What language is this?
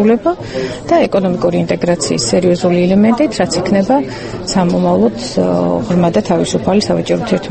Georgian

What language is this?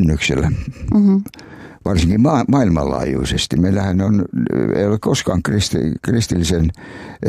Finnish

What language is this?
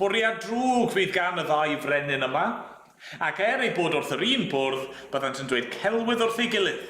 Welsh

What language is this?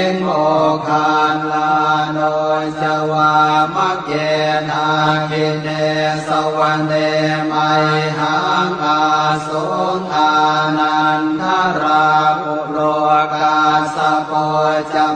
Pali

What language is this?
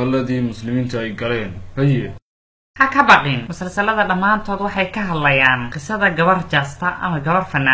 Somali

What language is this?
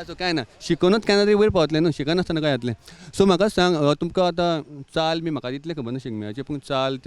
Konkani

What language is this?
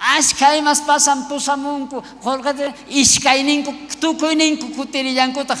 South Bolivian Quechua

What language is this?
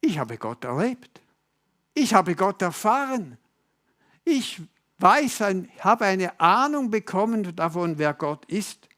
Swiss German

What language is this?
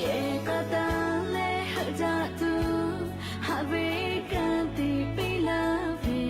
Lahu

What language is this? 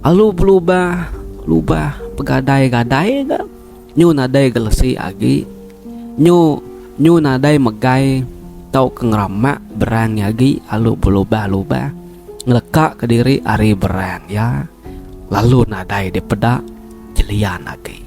Iban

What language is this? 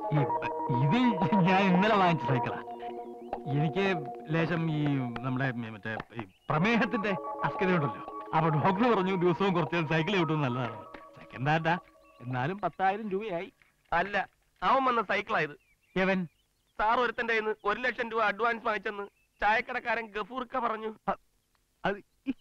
Malayalam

